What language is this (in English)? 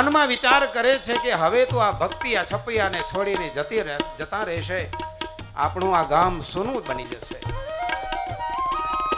Gujarati